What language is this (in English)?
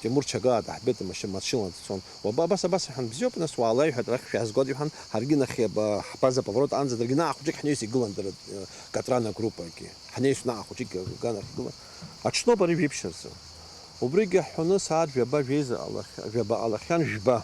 Abkhazian